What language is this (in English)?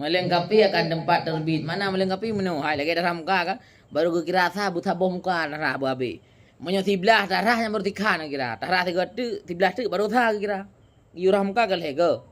Achinese